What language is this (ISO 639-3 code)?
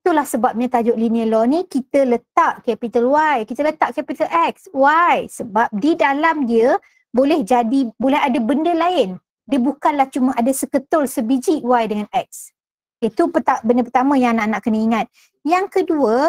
msa